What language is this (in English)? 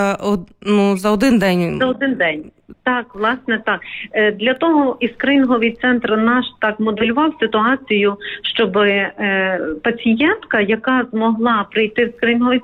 Ukrainian